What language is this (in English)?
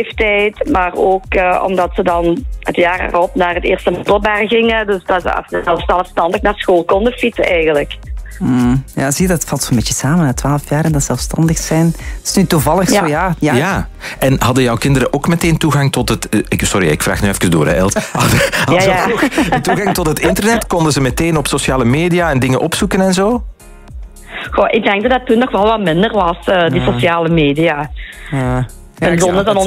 Dutch